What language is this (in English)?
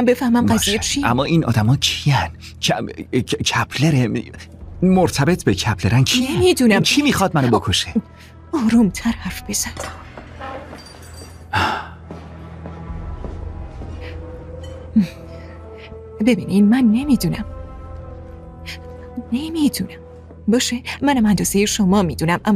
Persian